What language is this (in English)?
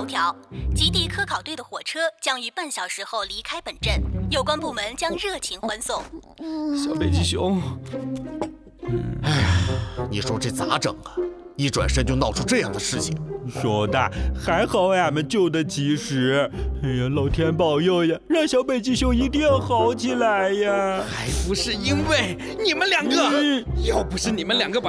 Chinese